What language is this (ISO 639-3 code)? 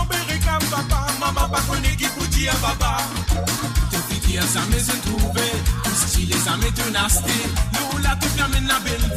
mfe